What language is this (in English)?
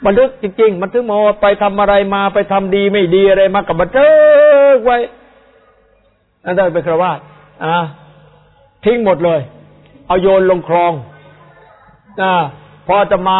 Thai